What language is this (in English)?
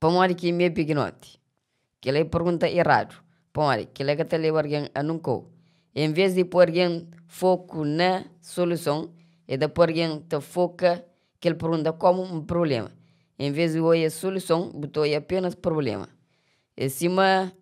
Kabuverdianu